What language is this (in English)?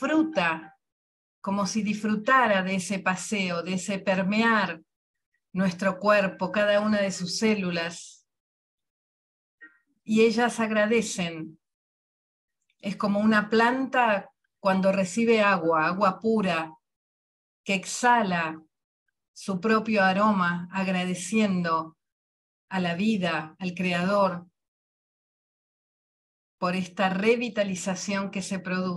Spanish